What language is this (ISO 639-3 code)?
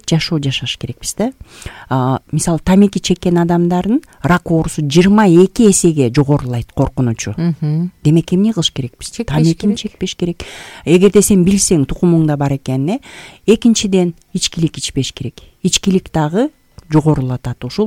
kir